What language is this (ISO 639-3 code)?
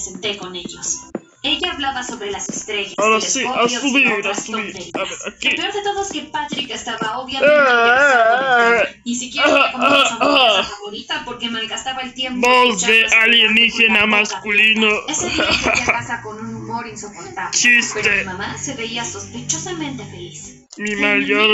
spa